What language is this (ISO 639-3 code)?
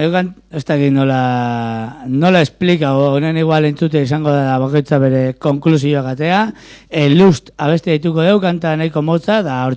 eus